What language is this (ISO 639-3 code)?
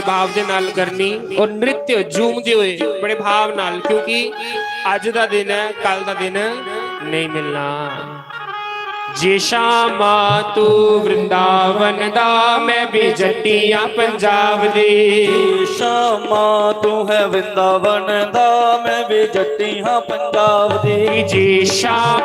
doi